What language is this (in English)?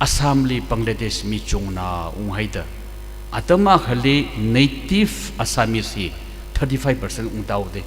Tangkhul Naga (India)